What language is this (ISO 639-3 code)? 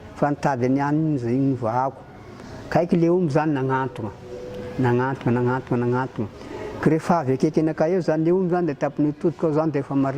mlg